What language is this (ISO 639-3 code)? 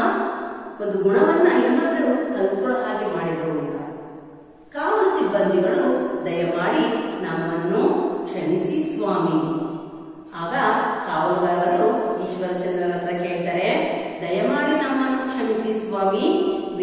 kan